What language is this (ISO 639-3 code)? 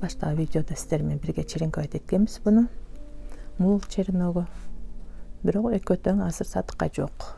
kir